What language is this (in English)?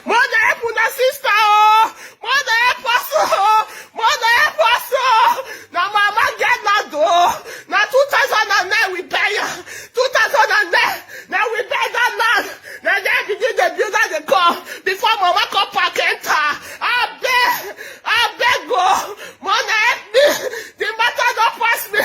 Nigerian Pidgin